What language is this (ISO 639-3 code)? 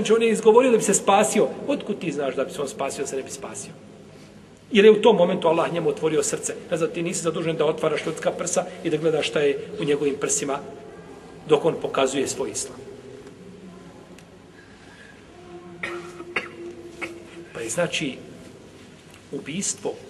bos